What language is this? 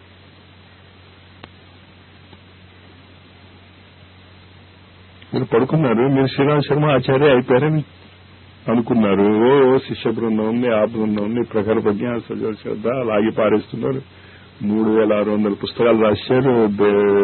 Telugu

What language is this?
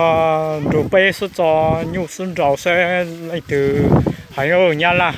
Hmong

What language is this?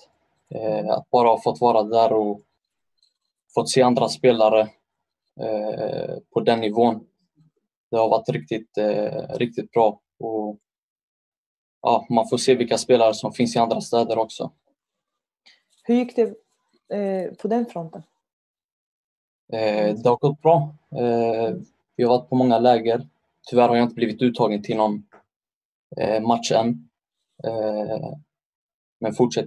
Swedish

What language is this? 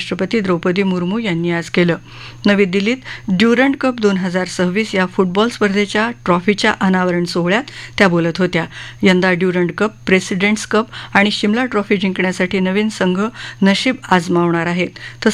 Marathi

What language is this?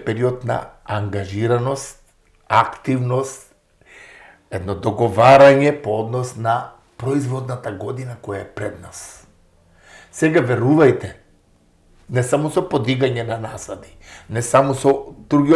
Macedonian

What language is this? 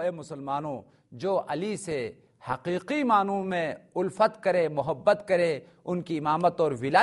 Urdu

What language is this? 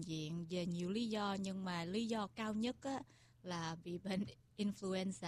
Vietnamese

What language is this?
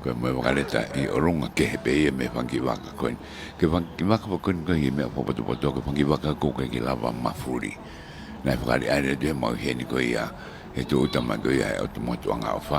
Tongan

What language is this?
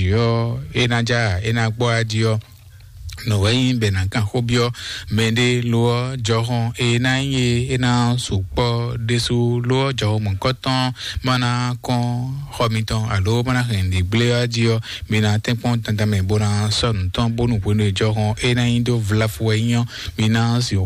Fon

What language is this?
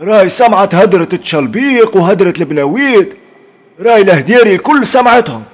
Tunisian Arabic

